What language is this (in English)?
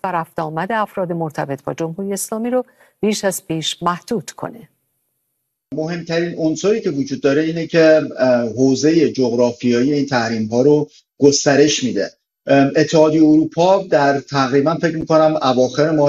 Persian